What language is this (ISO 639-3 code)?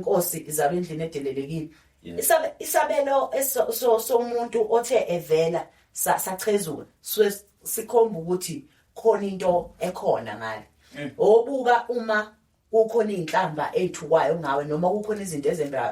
zul